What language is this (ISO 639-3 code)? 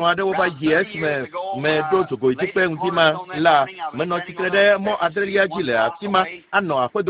ewe